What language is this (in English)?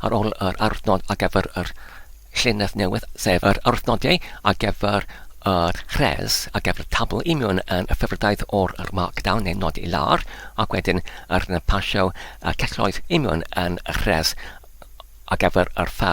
Welsh